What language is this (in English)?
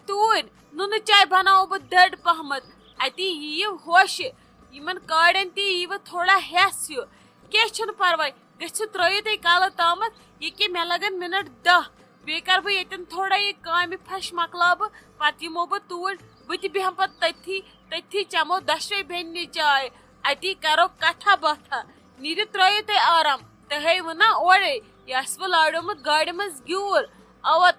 Kashmiri